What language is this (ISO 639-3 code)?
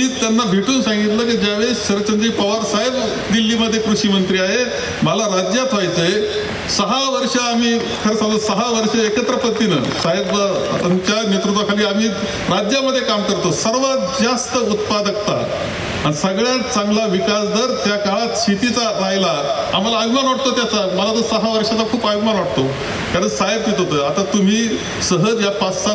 mar